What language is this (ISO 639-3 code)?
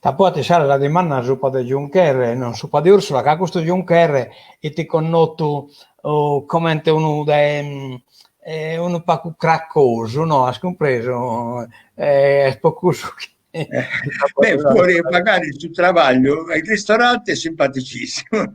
srd